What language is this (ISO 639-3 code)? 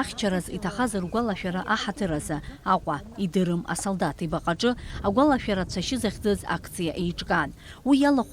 abk